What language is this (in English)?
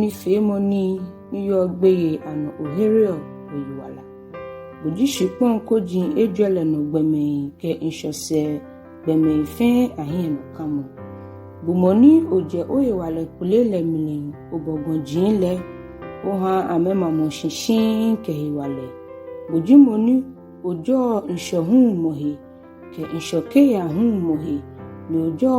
Ga